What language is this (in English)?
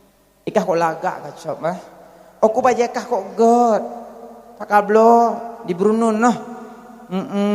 Achinese